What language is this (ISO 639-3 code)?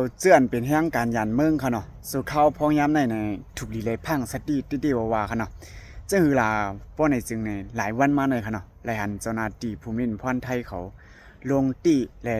shn